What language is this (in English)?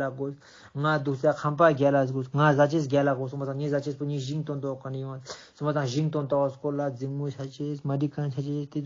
Ladakhi